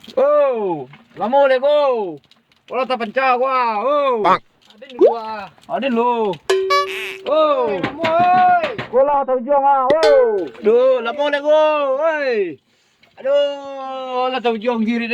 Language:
Minangkabau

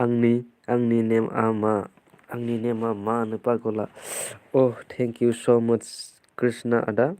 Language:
Bodo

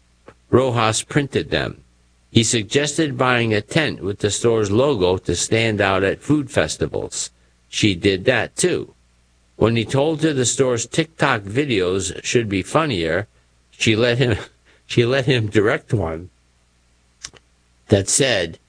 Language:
English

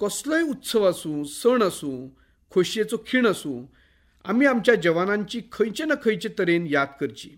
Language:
Konkani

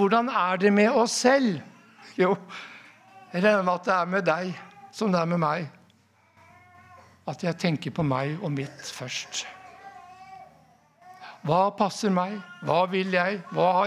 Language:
Norwegian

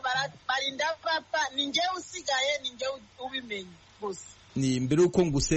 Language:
Kinyarwanda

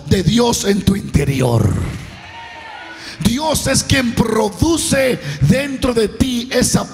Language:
Spanish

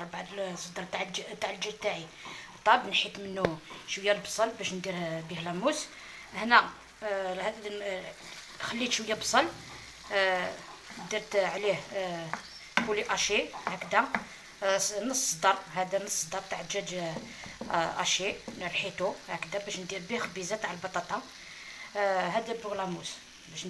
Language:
Algerian Arabic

